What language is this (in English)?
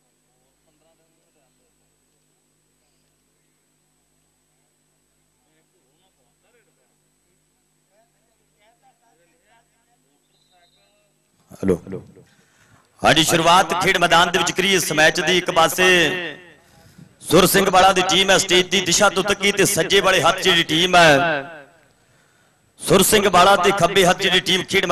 Punjabi